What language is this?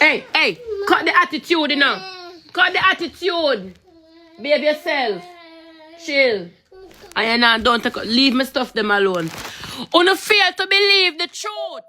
Jamaican Creole English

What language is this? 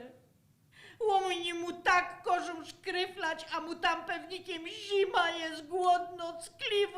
Silesian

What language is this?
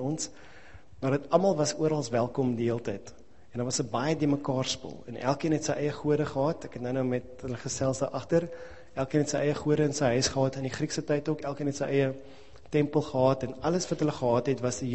Afrikaans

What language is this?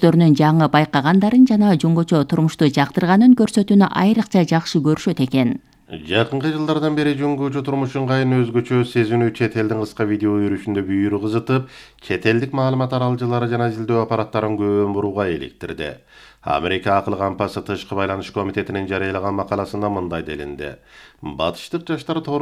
Kyrgyz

